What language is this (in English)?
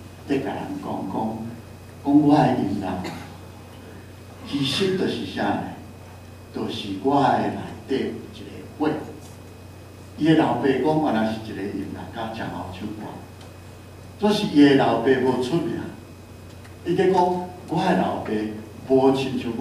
Min Nan Chinese